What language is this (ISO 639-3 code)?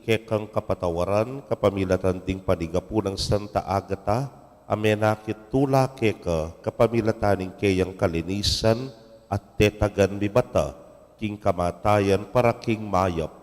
pam